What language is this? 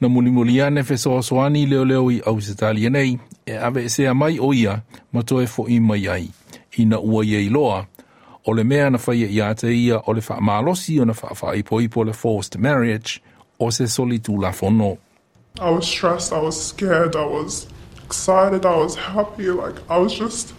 Samoan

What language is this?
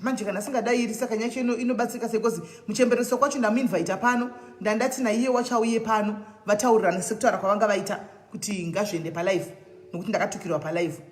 Shona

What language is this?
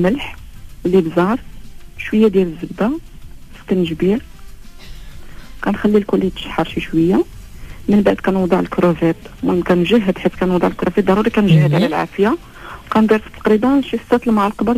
Moroccan Arabic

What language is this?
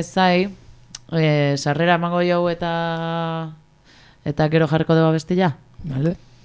Basque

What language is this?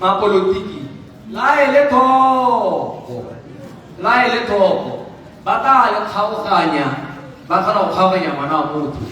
Tswana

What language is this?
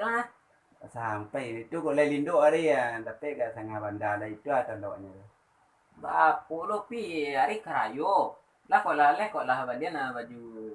Minangkabau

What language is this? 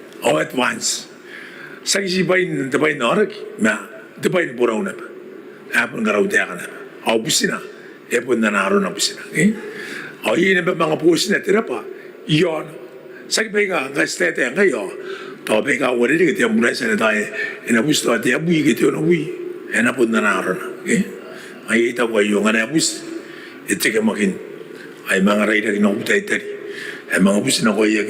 Gilbertese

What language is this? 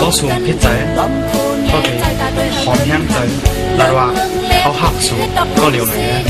Shan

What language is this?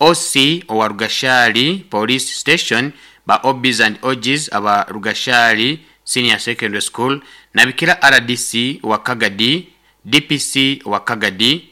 Nyankole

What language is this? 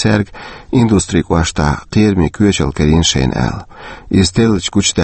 Chechen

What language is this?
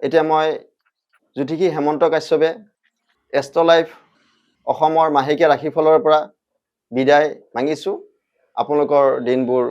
Assamese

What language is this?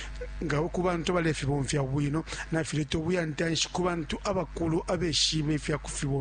Bemba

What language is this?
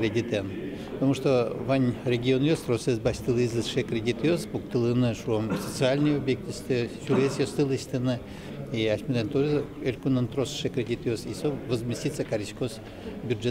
Udmurt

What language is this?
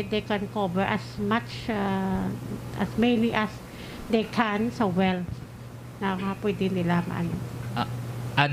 Hiligaynon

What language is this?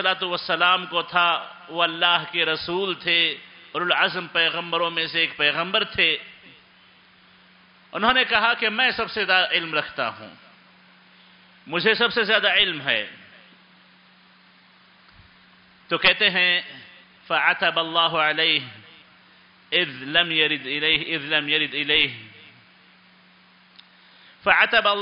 Urdu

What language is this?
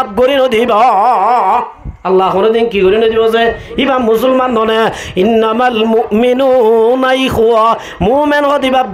Rohingya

